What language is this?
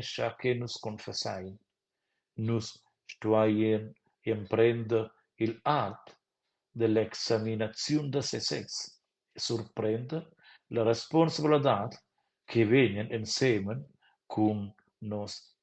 Romansh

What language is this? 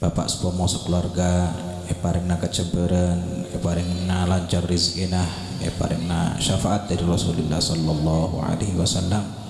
Madurese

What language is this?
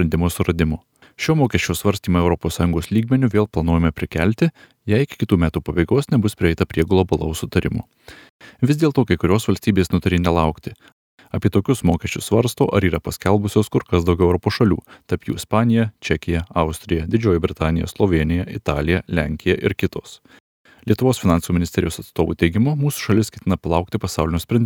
Lithuanian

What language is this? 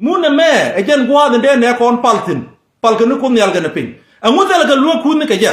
Nuer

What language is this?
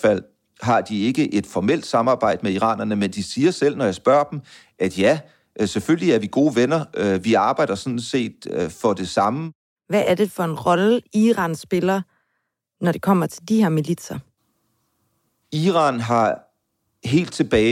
Danish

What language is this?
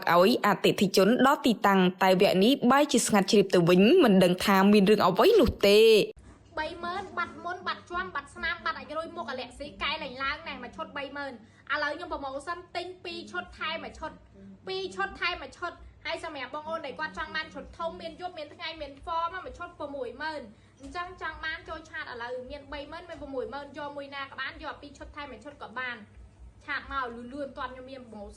Khmer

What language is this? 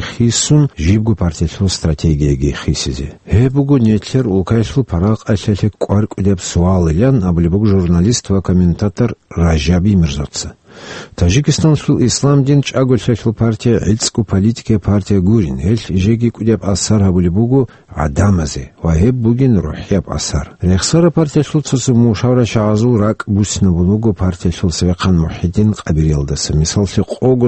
Avaric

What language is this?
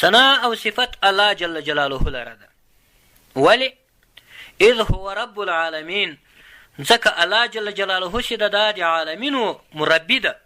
Pashto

